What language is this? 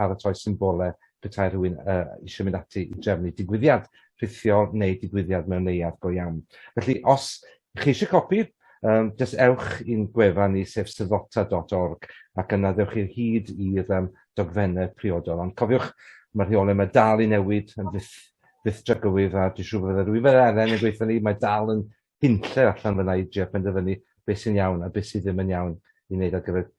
Welsh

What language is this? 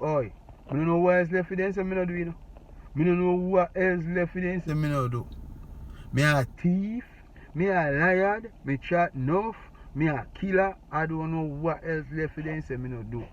Jamaican Creole English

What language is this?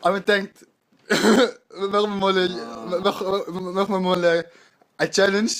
Swiss German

